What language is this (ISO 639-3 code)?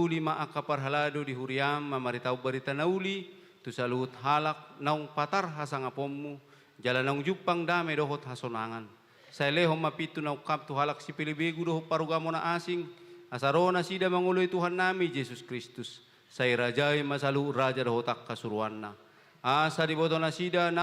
bbc